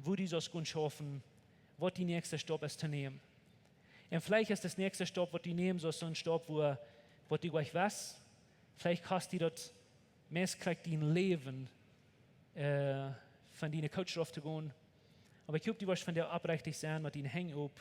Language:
Plautdietsch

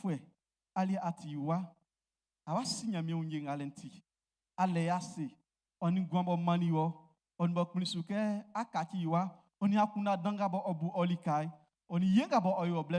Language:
Baoulé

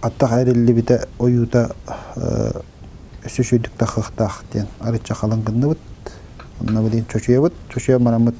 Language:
Yakut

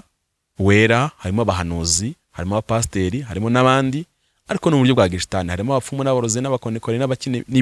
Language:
Kinyarwanda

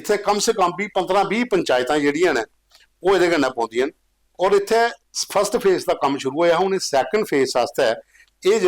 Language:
Dogri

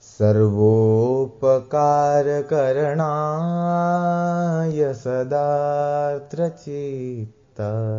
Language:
Sanskrit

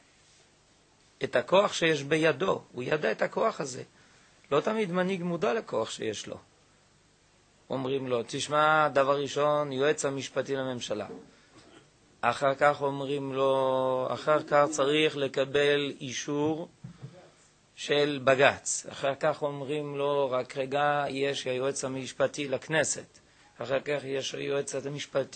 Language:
Hebrew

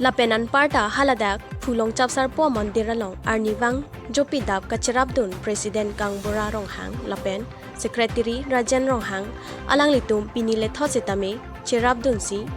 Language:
Karbi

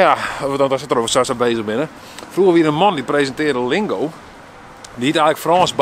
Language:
Western Frisian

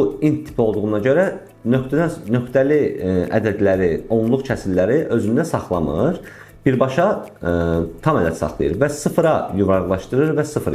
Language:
Azerbaijani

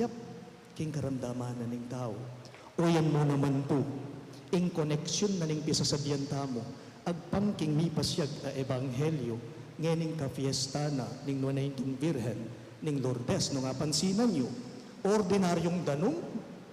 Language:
Pampanga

